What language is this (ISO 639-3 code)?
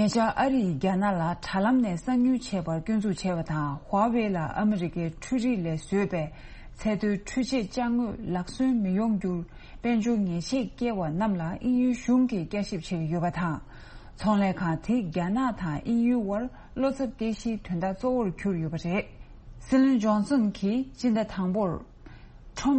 bod